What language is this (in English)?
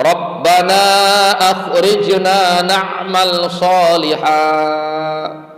Sasak